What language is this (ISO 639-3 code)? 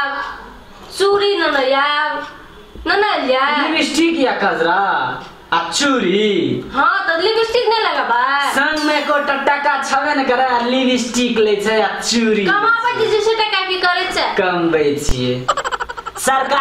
mai